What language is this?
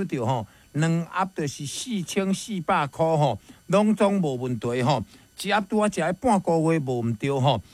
Min Nan Chinese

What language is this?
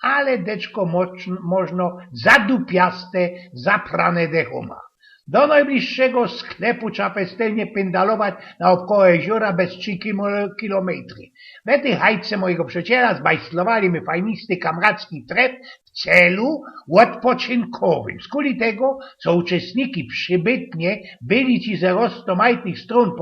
Silesian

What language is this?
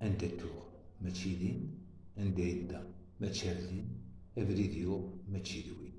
Kabyle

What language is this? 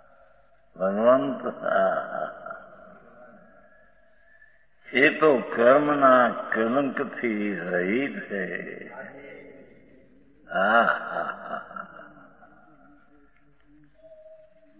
Gujarati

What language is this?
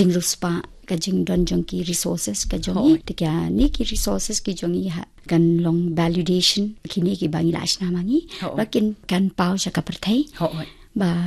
Khasi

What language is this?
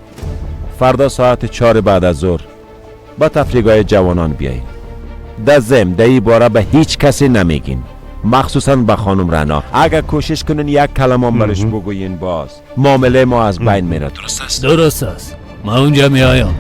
Persian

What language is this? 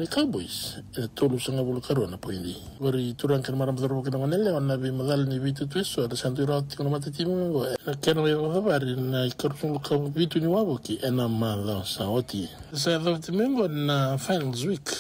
Fijian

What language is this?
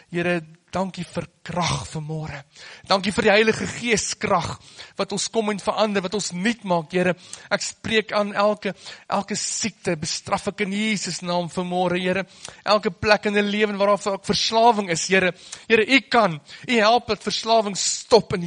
Afrikaans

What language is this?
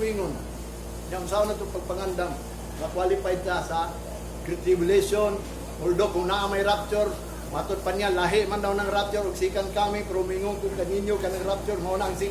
Cebuano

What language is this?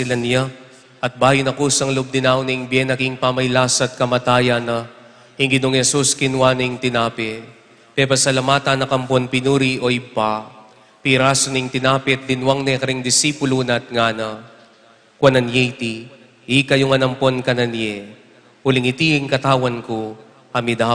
Pampanga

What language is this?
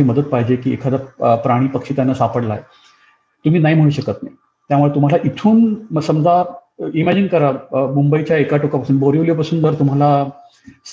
Marathi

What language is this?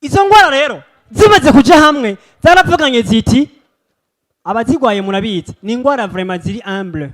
Rundi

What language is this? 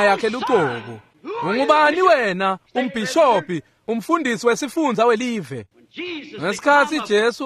Swati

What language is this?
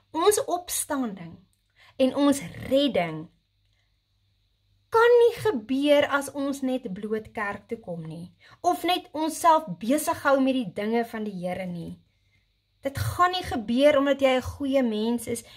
Afrikaans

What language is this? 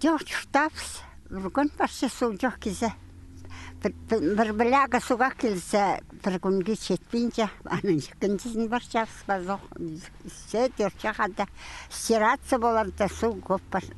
Khakas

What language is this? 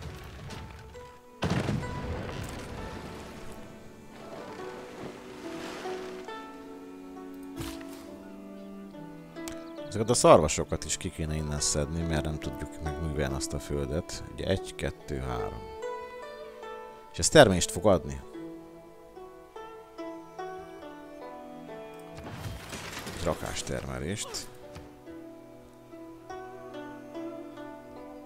Hungarian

